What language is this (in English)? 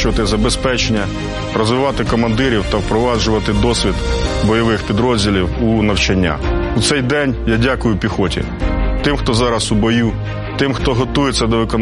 Ukrainian